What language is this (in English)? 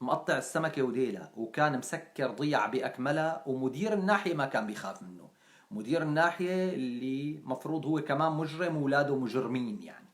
North Levantine Arabic